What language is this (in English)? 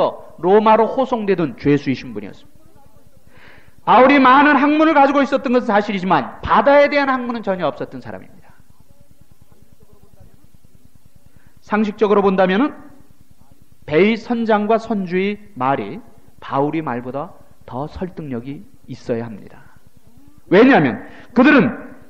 Korean